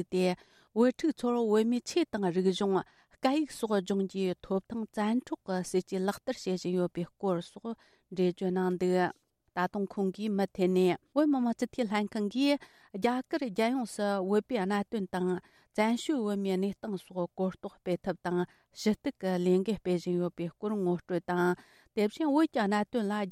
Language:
Tibetan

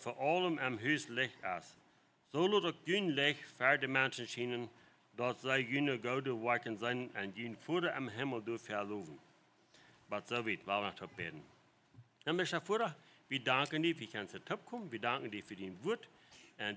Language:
Plautdietsch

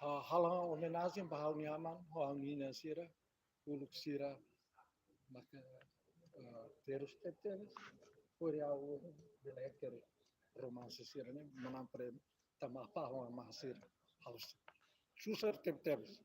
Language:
Tetum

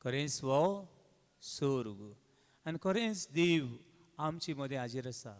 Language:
Konkani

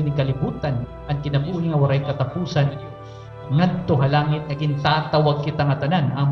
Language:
Waray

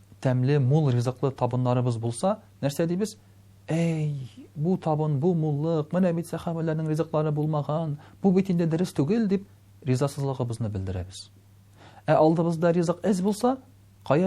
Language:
Tatar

